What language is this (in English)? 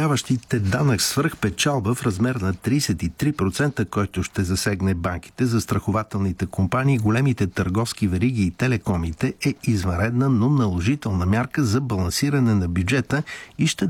Bulgarian